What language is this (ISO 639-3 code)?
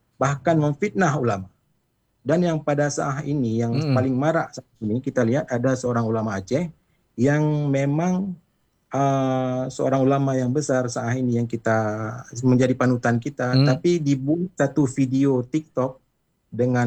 ind